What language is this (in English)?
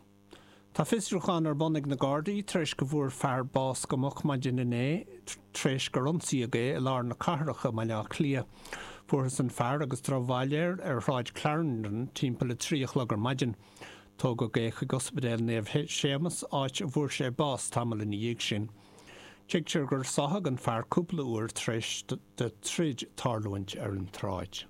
Irish